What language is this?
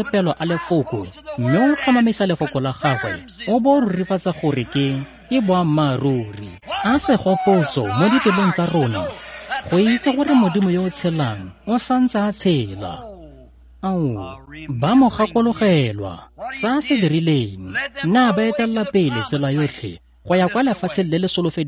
Tswana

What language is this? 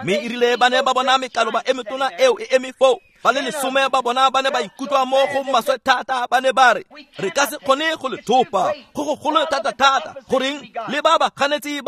Tswana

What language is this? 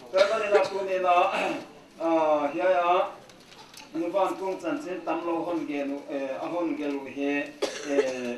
Paite Chin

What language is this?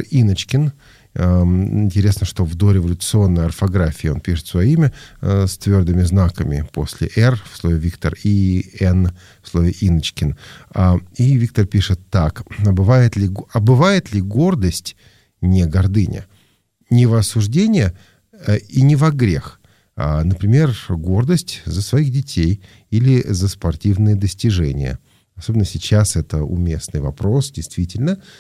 Russian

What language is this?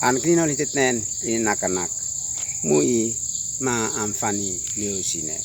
Uab Meto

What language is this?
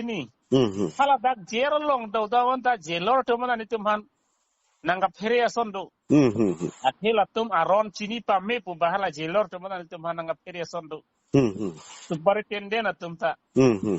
Karbi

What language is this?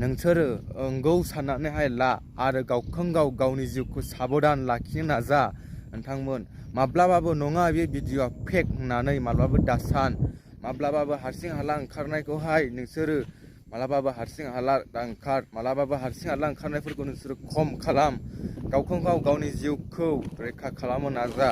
Bodo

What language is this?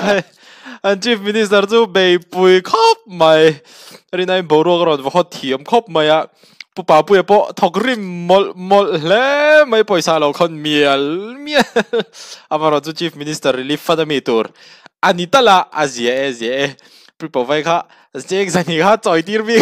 Mizo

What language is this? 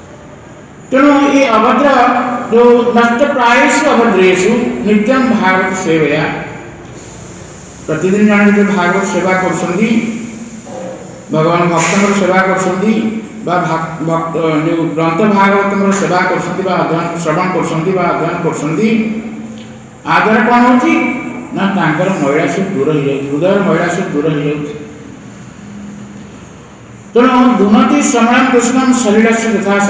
Odia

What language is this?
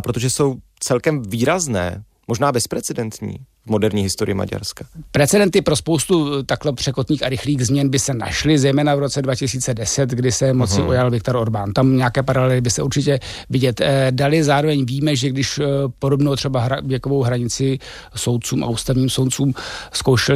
Czech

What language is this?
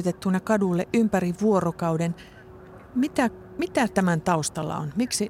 Finnish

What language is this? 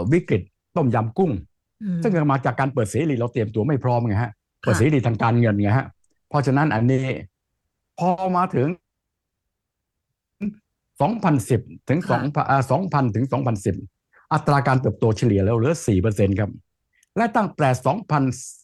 Thai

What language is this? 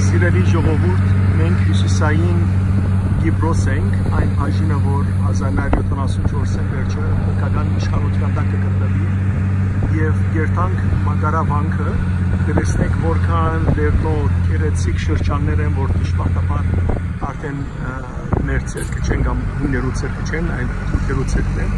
Western Armenian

